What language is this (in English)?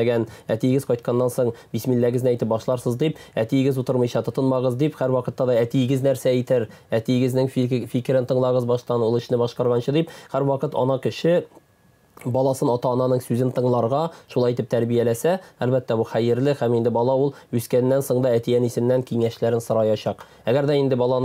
Tatar